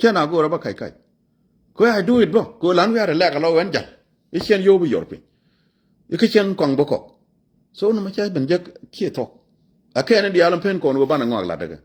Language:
Nuer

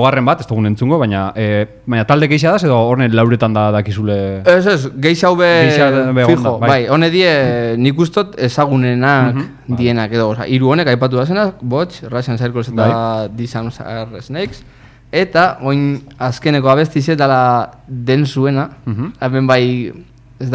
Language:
Basque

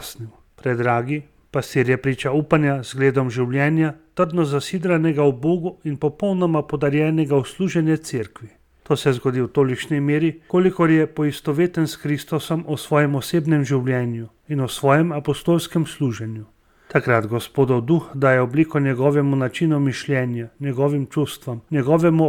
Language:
Slovenian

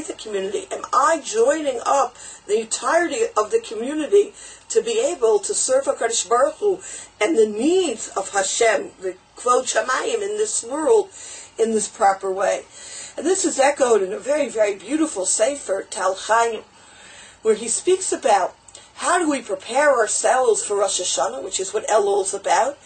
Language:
English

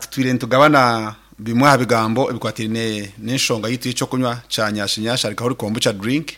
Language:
Nyankole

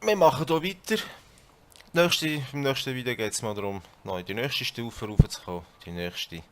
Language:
Swiss German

